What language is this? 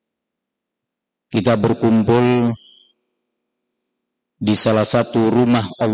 Indonesian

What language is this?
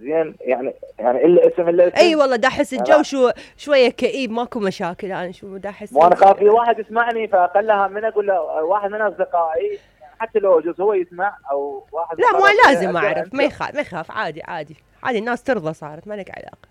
Mesopotamian Arabic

